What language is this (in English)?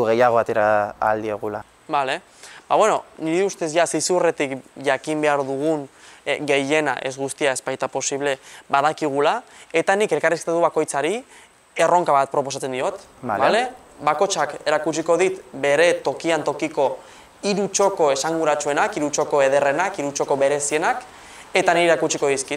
Basque